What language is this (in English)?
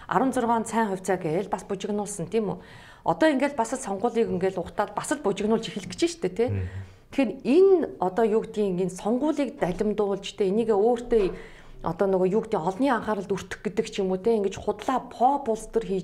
Mongolian